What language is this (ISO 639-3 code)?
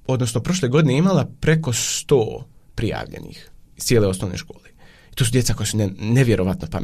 bos